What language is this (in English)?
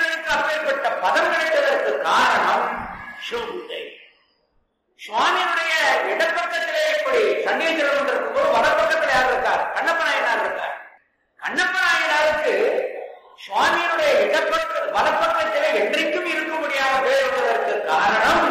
Tamil